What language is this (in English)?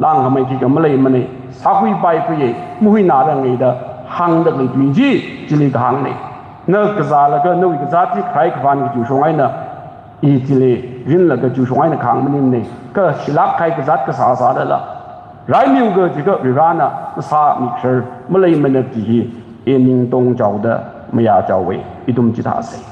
Tangkhul Naga (India)